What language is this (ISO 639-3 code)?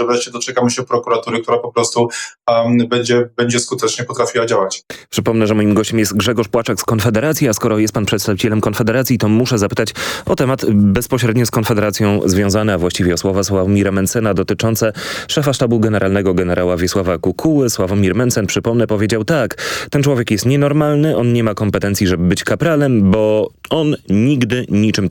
pol